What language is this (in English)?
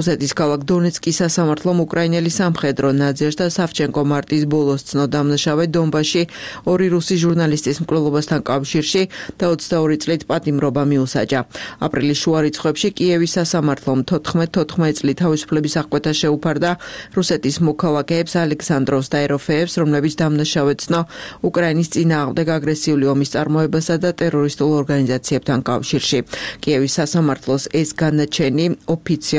Georgian